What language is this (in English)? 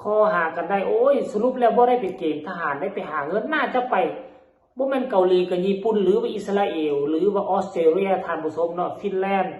Northeastern Thai